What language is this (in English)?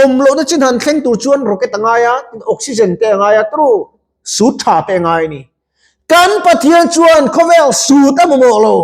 Mizo